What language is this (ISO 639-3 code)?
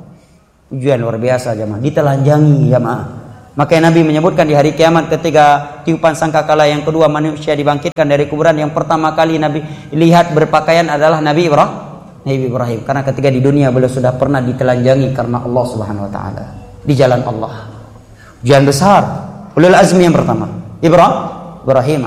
ind